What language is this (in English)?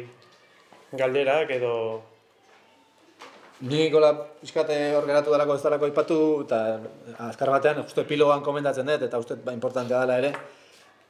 Basque